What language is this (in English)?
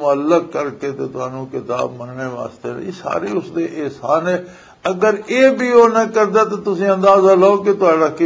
Western Panjabi